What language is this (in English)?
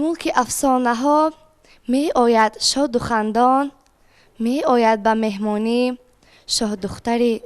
Tajik